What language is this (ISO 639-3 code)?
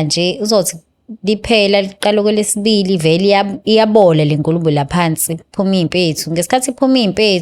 zul